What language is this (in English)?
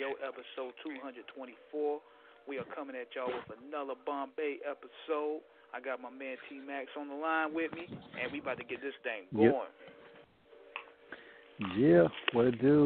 English